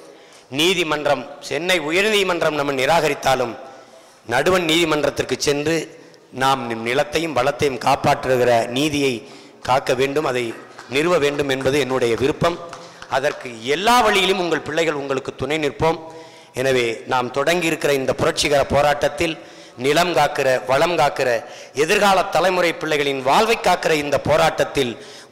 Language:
Tamil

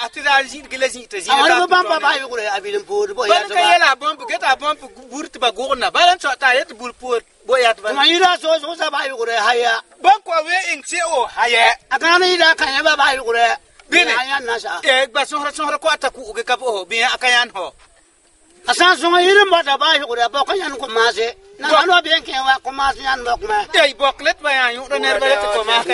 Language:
Frafra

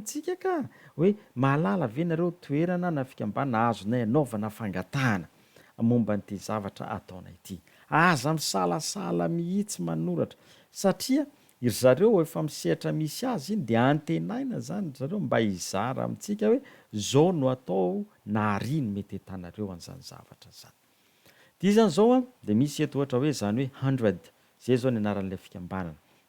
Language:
Malagasy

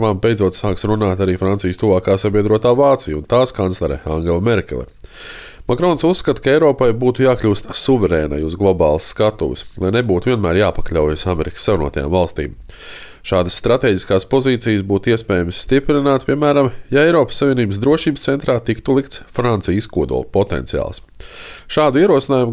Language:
Latvian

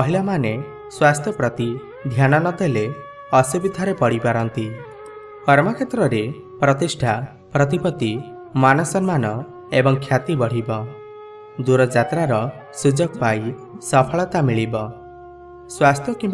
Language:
Odia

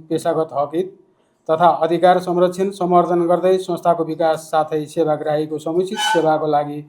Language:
Nepali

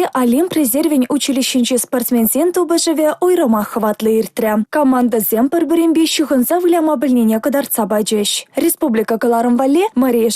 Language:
Chuvash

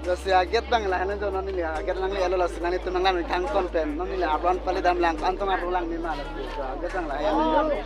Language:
Karbi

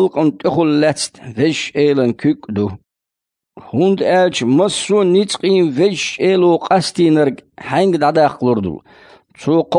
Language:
Chechen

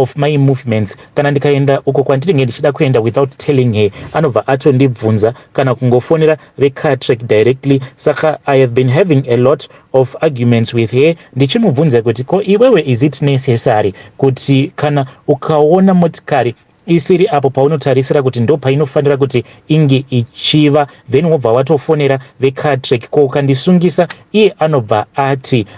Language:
Shona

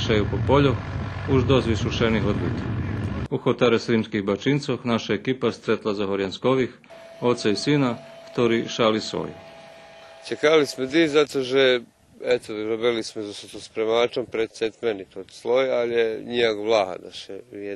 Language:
Rusyn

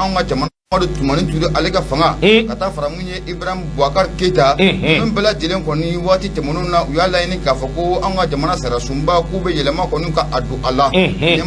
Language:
Bambara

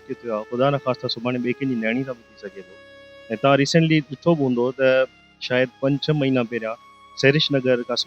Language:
Sindhi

